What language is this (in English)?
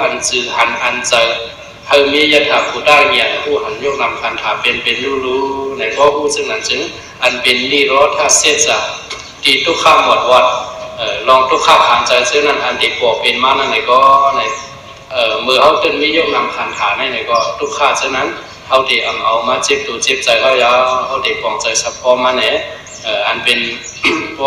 Shan